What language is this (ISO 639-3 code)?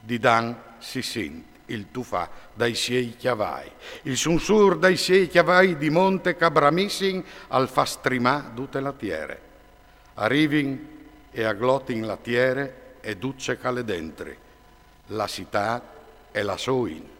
fur